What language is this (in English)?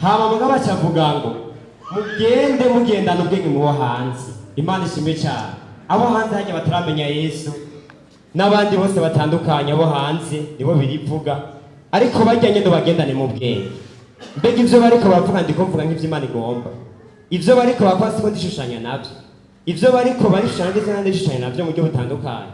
Rundi